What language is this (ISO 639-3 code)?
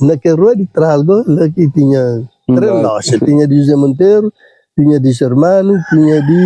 kea